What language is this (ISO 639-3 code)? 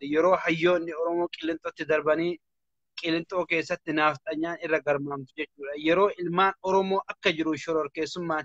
orm